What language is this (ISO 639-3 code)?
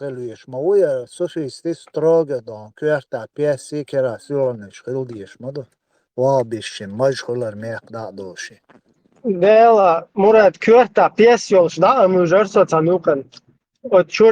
che